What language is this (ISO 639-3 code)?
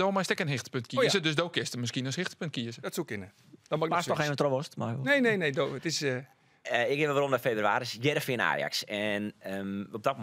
fry